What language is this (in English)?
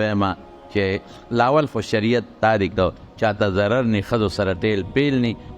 Pashto